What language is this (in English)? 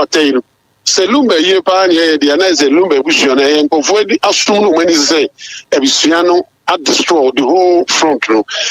Akan